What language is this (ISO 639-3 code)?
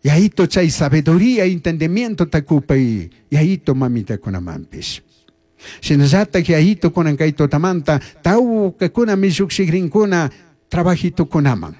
qug